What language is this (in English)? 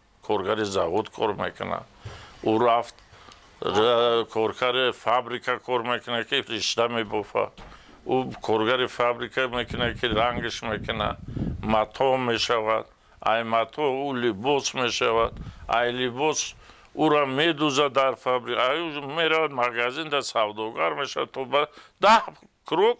Tajik